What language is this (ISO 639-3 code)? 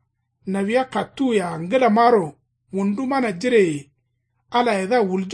kau